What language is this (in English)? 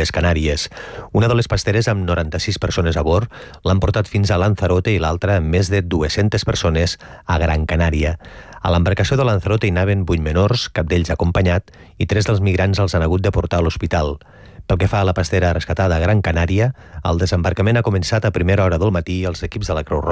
Catalan